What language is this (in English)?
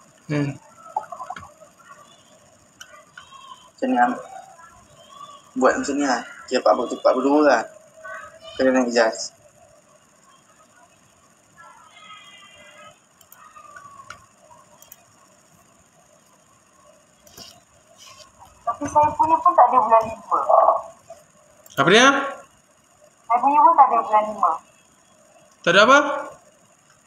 Malay